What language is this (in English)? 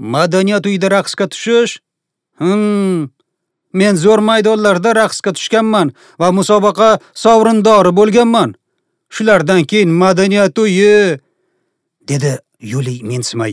Uzbek